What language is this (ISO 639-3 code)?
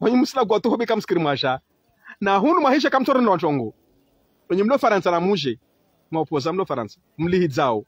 zdj